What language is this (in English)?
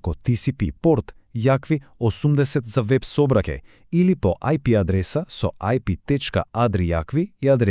Macedonian